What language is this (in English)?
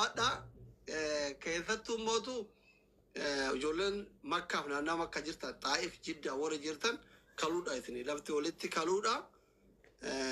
Oromo